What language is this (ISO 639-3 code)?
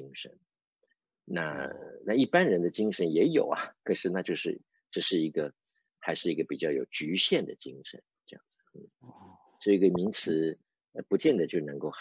zho